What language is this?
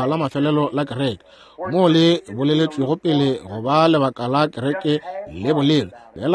Northern Sotho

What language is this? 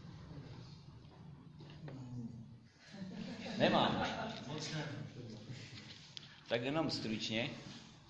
Czech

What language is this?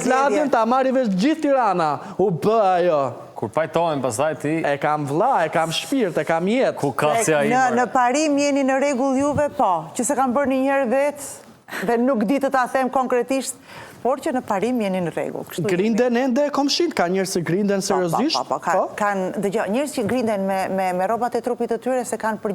Albanian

